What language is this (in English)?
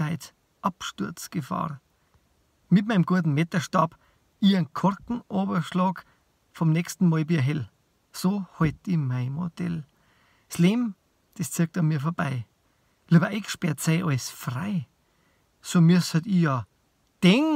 Bavarian